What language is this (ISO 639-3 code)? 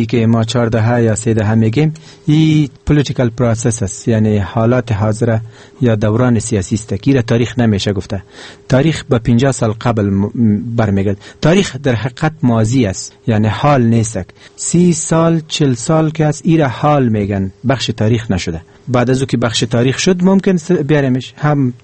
fas